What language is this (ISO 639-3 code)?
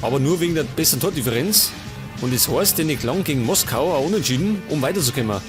bar